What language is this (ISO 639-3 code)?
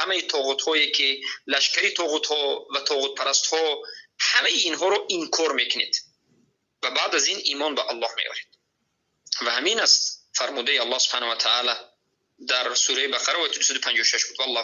fas